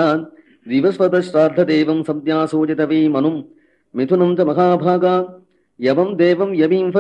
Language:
Sanskrit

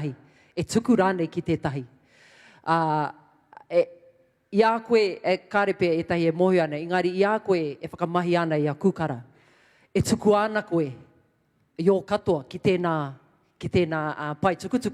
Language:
Māori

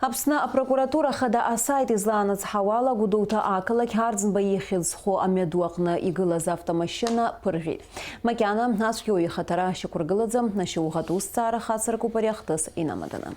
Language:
Abkhazian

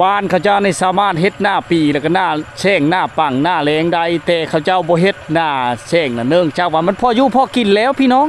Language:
Lao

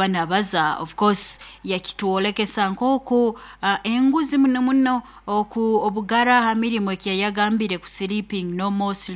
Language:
Nyoro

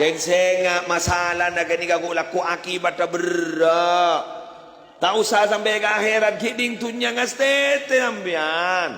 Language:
Madurese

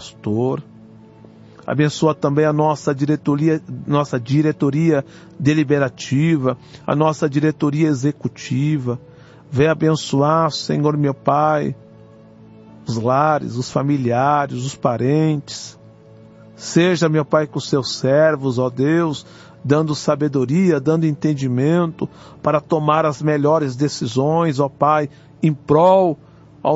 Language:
Portuguese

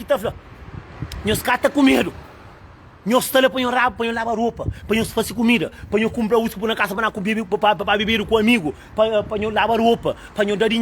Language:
Kabuverdianu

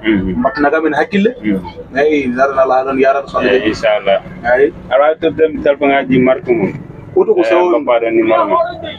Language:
Fula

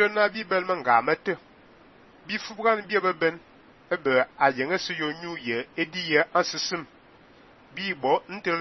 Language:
Fang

